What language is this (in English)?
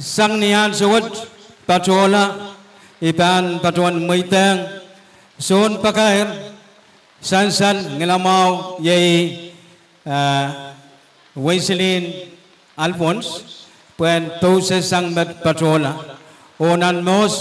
Pohnpeian